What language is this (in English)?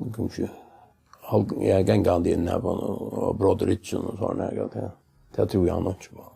Faroese